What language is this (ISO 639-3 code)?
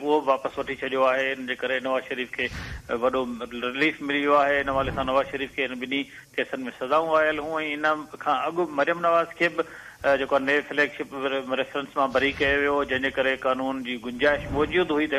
snd